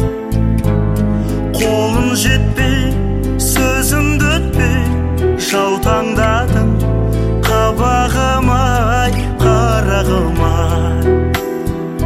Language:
Kazakh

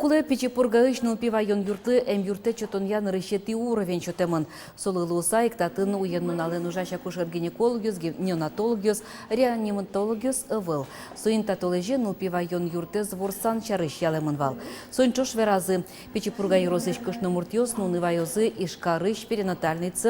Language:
Udmurt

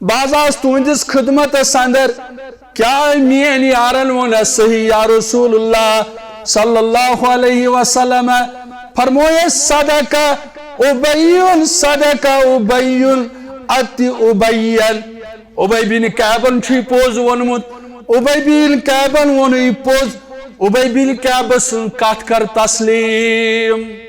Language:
Kashmiri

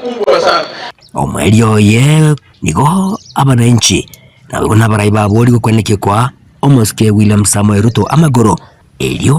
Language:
Gusii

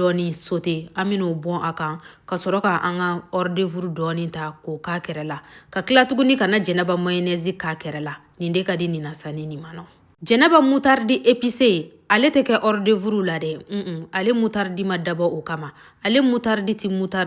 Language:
Bambara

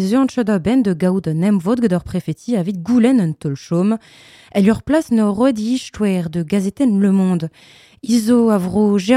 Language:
Breton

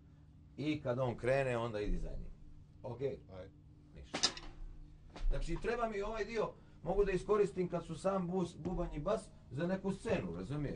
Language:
Bosnian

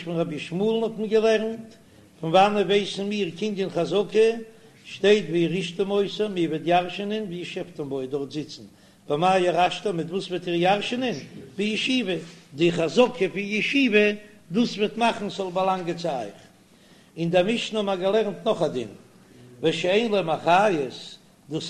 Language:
Yiddish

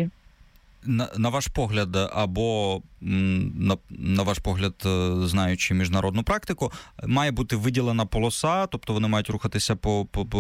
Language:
Ukrainian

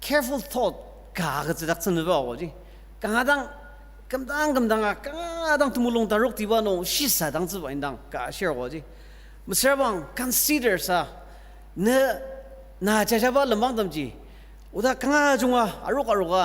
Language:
Ao Naga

